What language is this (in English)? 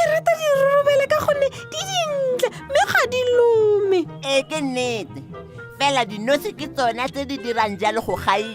Tswana